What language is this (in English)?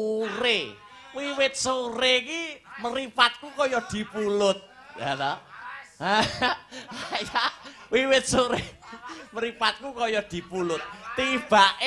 Javanese